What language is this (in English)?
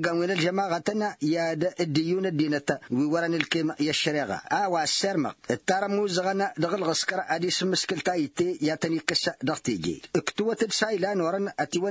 Tamasheq